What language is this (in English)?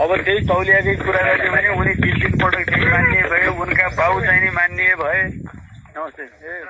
Nepali